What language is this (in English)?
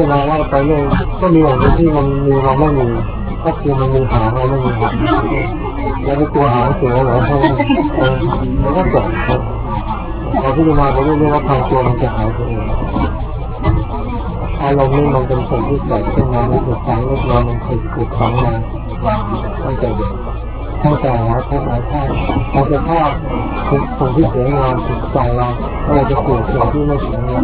Thai